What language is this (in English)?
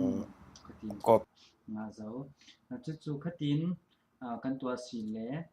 Falam Chin